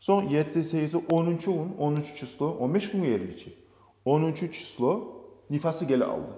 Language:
Kumyk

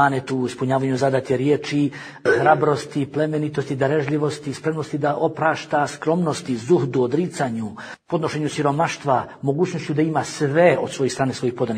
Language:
Bosnian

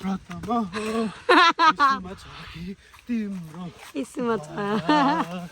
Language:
Nepali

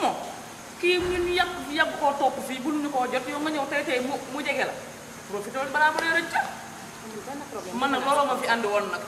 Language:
Wolof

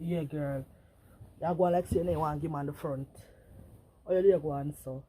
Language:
Jamaican Creole English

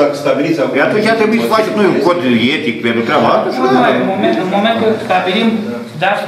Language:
Romanian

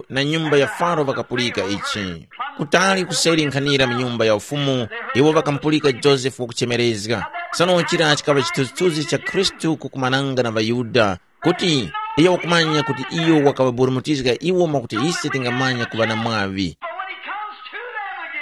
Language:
Tumbuka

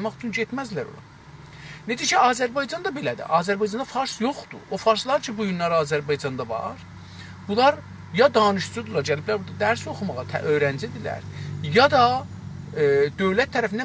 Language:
South Azerbaijani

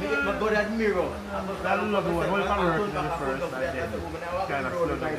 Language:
Jamaican Creole English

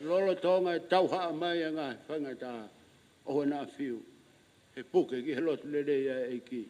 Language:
Tongan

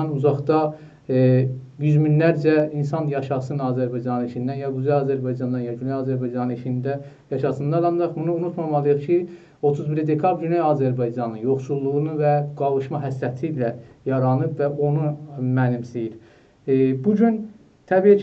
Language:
South Azerbaijani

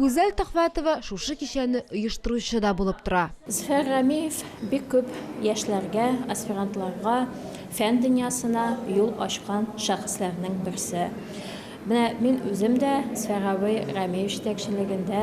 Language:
Tatar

